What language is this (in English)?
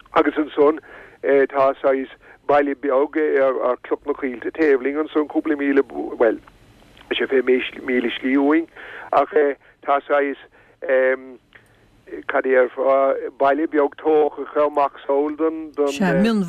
Irish